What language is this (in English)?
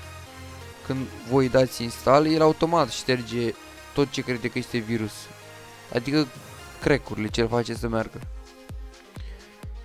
Romanian